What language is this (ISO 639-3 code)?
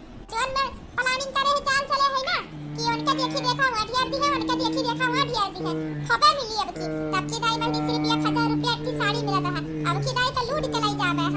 awa